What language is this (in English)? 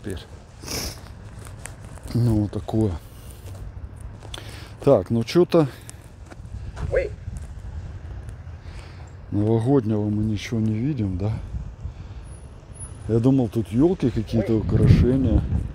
Russian